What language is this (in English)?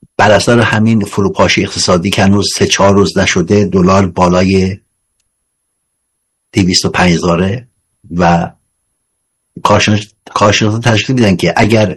Persian